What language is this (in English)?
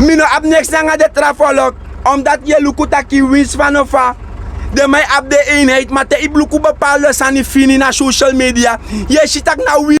Sranan Tongo